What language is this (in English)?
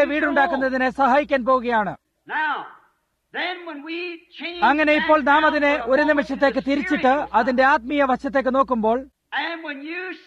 Malayalam